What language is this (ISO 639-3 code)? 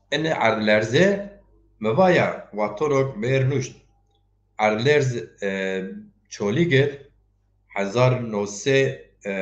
zza